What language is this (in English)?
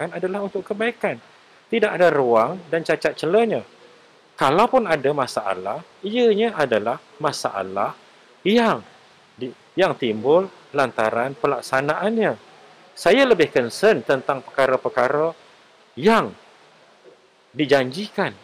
Malay